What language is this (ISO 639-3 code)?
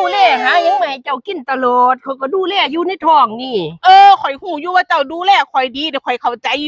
tts